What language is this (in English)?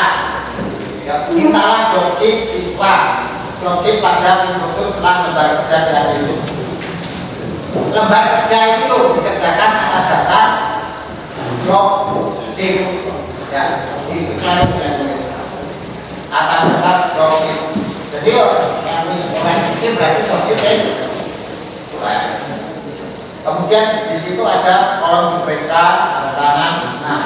Indonesian